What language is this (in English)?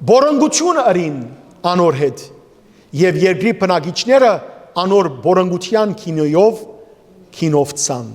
Western Armenian